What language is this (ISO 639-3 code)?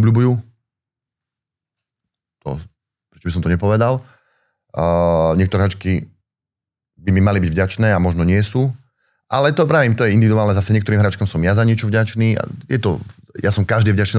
slk